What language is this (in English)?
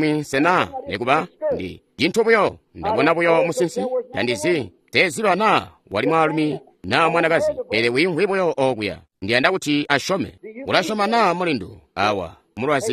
Tonga (Zambia)